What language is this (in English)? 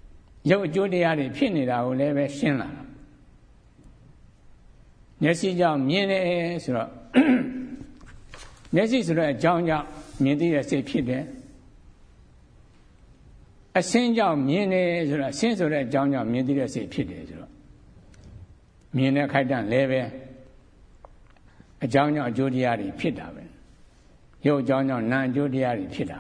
Burmese